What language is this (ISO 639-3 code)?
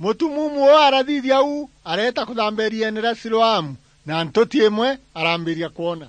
mer